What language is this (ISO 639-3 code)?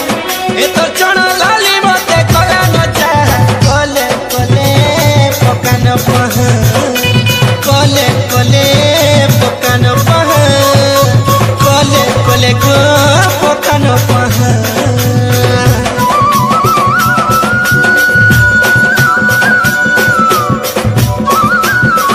spv